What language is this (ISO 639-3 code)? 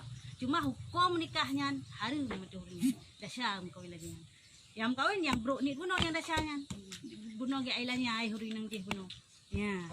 ace